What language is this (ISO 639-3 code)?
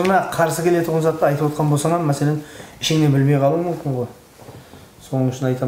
kaa